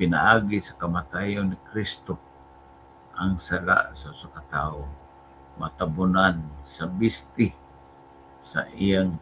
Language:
Cebuano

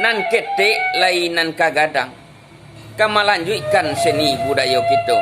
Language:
Minangkabau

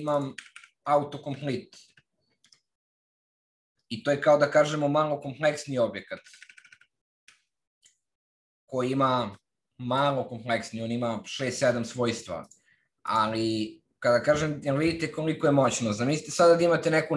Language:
Serbian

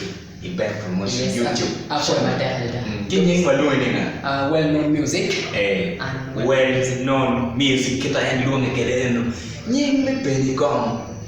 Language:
Acoli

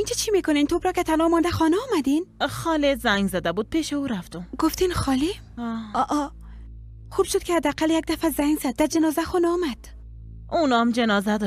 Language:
Persian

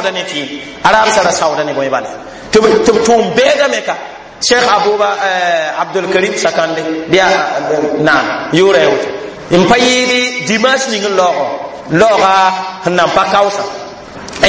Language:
Mossi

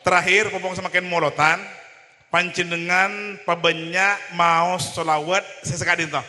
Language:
Madurese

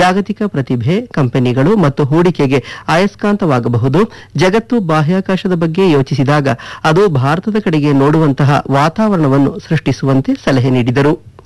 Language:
Kannada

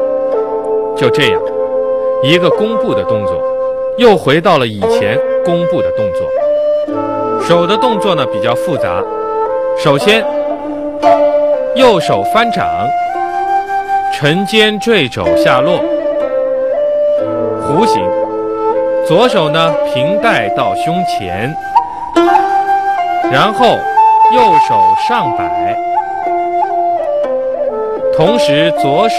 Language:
Chinese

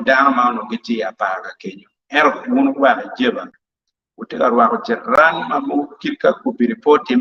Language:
Acoli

